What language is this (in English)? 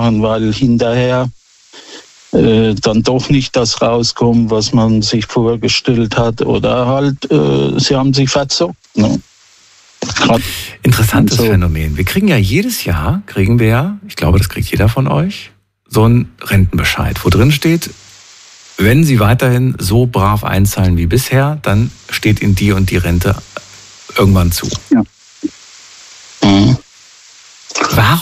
German